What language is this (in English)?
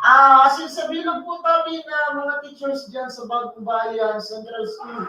Bikol